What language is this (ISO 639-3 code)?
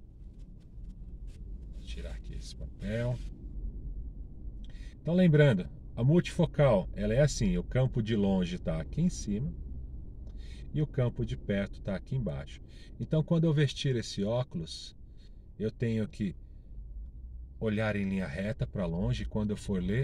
por